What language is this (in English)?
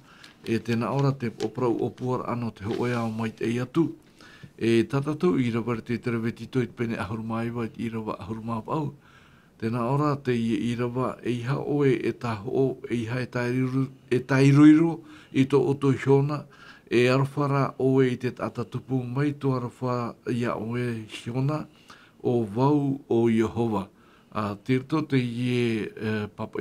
Tahitian